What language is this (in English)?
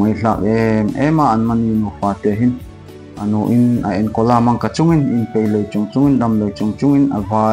Darlong